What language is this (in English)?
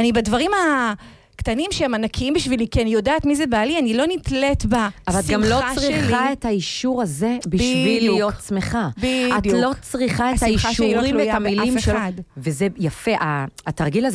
Hebrew